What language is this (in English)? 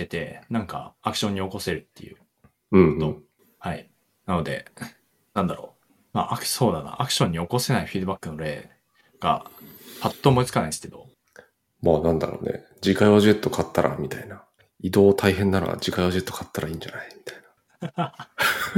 Japanese